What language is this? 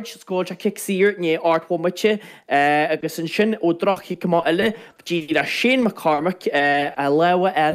Irish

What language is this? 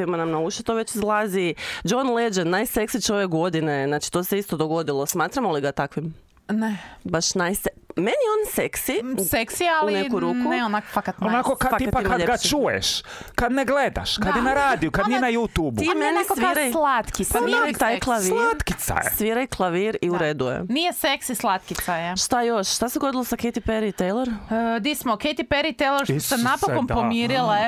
Croatian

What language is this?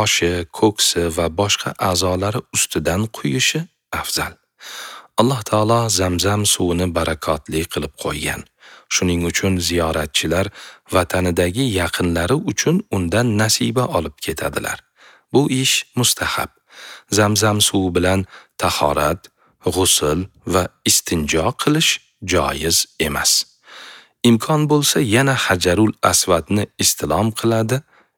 Uzbek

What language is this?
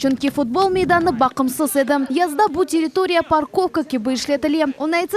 Crimean Tatar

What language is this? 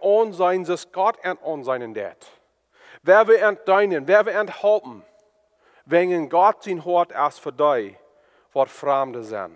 Plautdietsch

